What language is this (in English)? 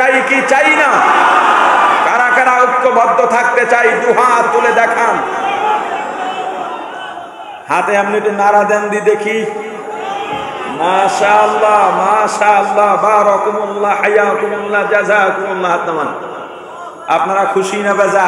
Bangla